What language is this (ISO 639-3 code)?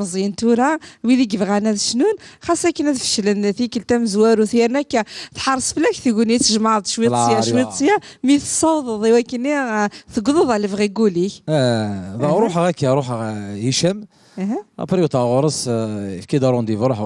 kab